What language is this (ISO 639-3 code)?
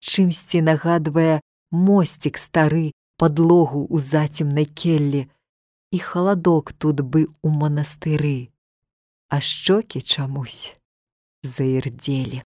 bel